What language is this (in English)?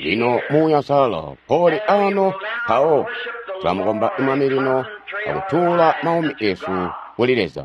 Tonga (Zambia)